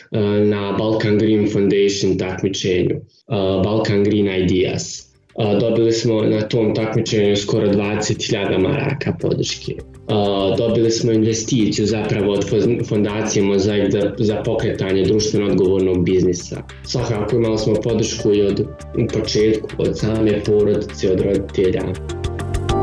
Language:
Bosnian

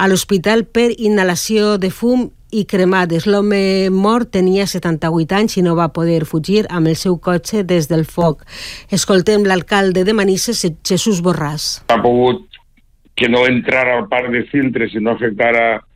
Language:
Catalan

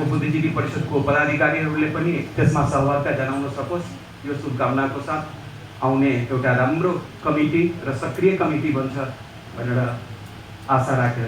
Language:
Nepali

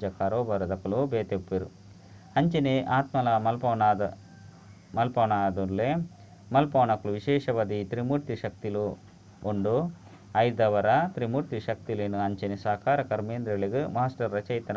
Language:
Tulu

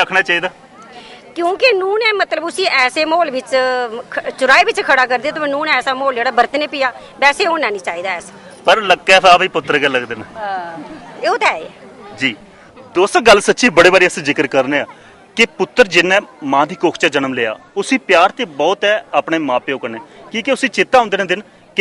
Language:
Dogri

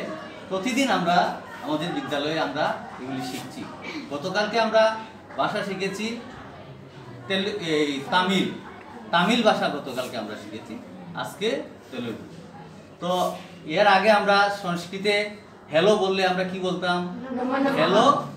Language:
Bangla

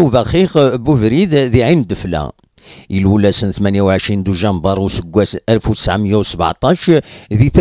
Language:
Kabyle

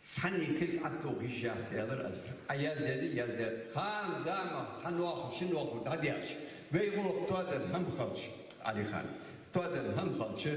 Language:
Ingush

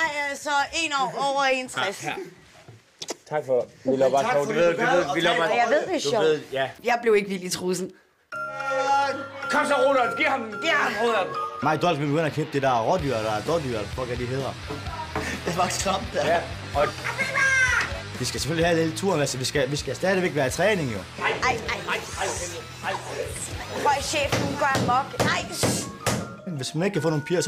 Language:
Danish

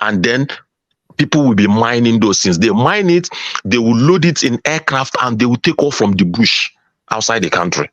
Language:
Nigerian Pidgin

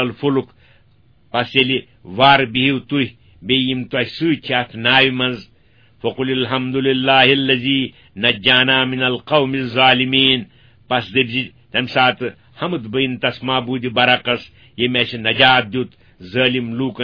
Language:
Kashmiri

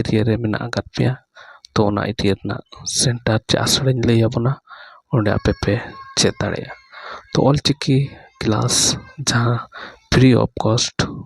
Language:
Santali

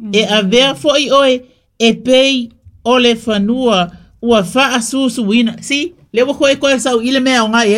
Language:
Samoan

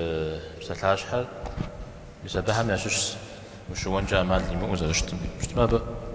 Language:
Kabardian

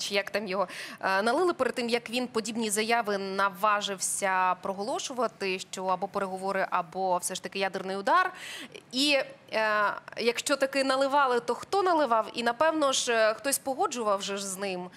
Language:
Ukrainian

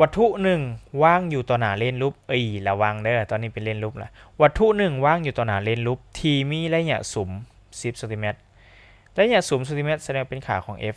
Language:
Lao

